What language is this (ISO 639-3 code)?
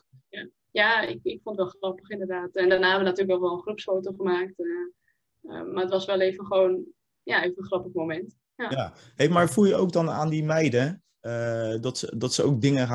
nld